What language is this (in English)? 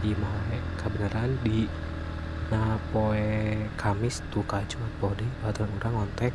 Sundanese